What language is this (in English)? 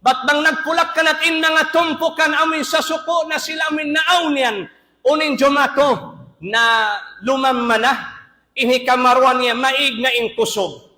Tausug